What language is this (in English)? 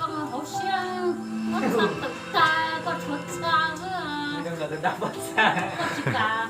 Hmong